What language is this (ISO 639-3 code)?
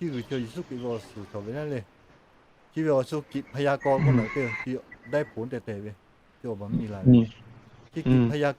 lhu